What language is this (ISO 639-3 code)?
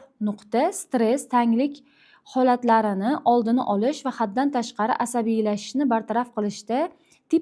uzb